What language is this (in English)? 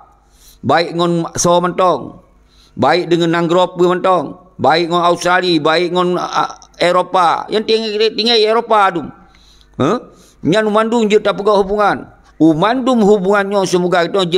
Achinese